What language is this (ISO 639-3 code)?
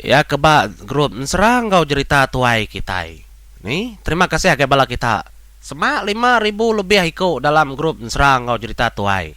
iba